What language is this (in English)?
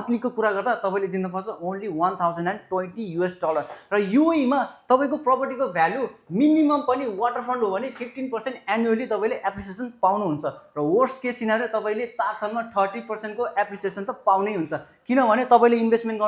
Nepali